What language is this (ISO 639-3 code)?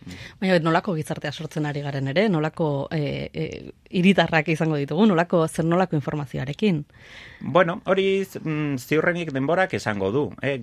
eus